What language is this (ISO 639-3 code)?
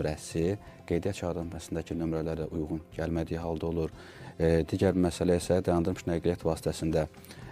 aze